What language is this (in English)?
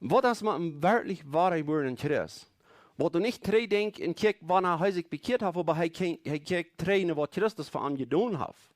Plautdietsch